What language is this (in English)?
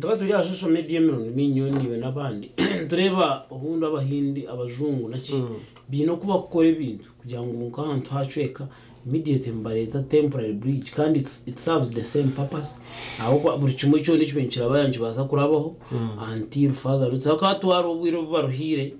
Nyankole